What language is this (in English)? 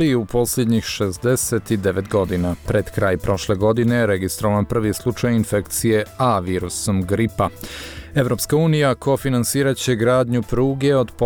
Bosnian